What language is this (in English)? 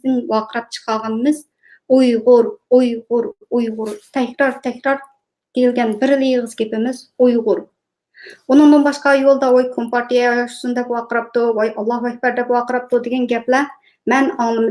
Uyghur